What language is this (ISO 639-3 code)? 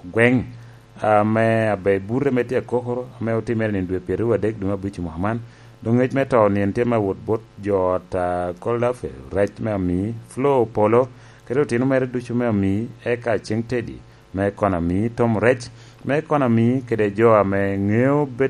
laj